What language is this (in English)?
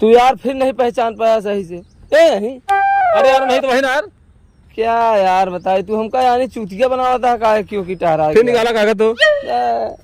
Awadhi